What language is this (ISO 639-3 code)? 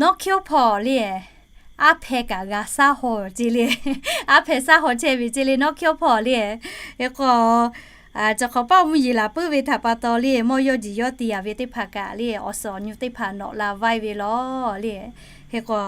lhu